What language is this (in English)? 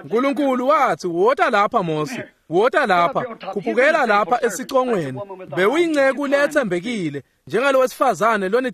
Swati